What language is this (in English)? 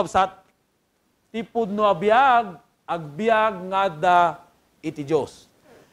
Iloko